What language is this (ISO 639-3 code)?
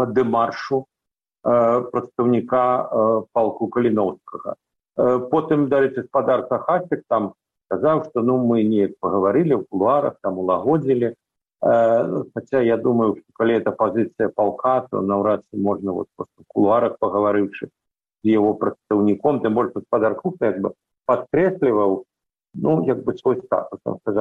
bel